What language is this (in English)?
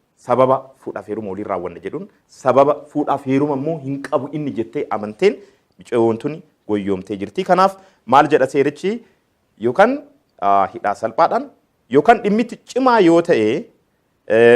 Oromo